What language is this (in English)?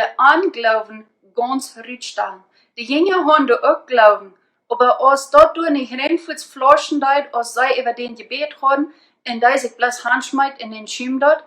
Plautdietsch